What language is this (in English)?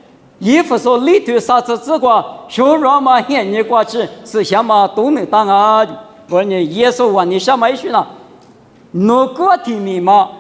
Lisu